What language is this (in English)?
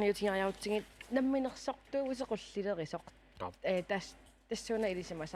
Kalaallisut